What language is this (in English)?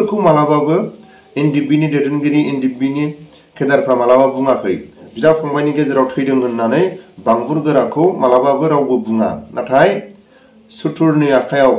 Bodo